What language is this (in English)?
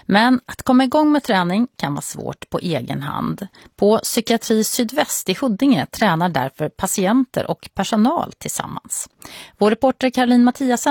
Swedish